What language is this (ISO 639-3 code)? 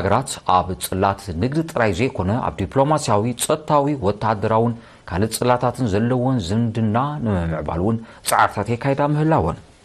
tir